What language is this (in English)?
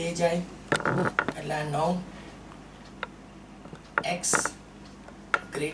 Gujarati